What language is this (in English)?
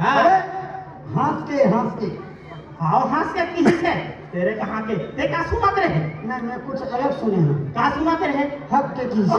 Chhattisgarhi